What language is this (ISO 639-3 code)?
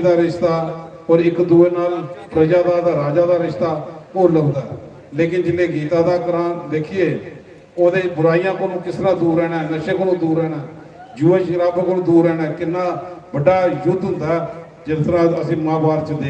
doi